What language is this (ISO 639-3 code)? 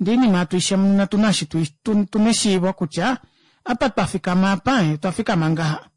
kua